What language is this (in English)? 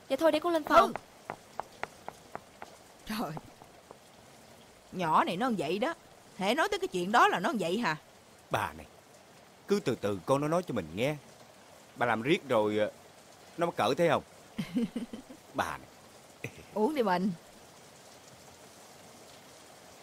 Vietnamese